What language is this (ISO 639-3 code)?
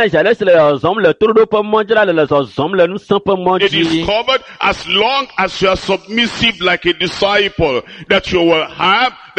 ewe